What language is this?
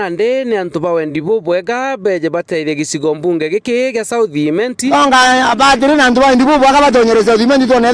Meru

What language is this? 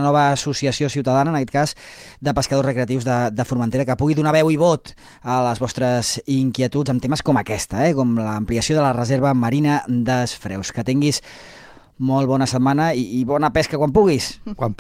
Catalan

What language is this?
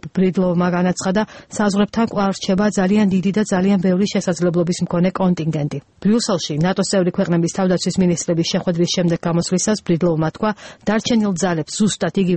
Georgian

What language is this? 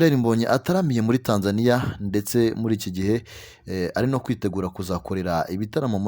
Kinyarwanda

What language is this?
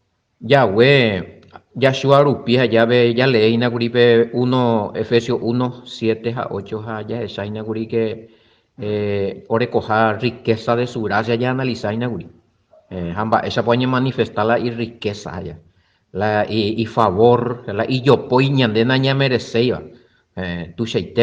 Guarani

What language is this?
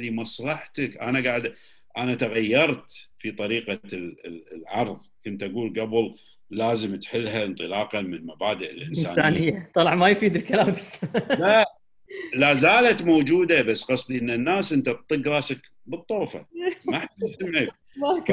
Gulf Arabic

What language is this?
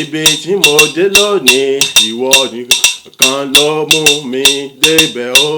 Yoruba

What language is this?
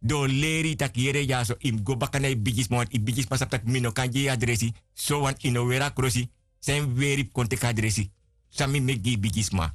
Sranan Tongo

